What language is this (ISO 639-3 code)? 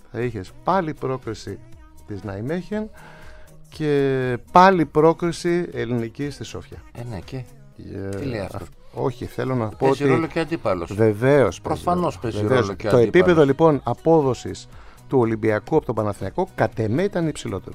ell